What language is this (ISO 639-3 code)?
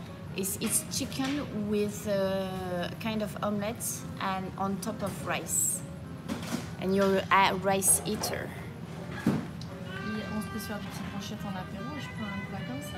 fra